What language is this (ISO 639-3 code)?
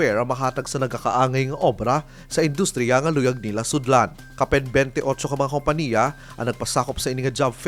hil